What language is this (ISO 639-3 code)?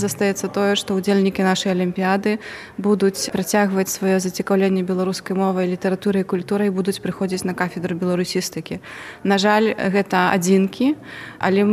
bel